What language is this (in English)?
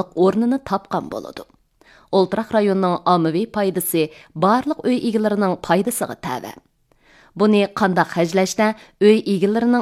Uyghur